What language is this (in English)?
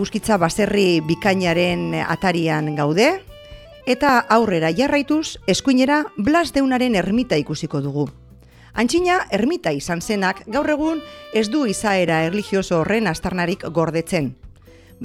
Basque